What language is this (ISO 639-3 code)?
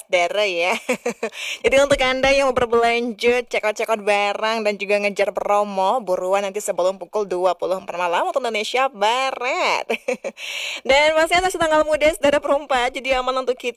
ind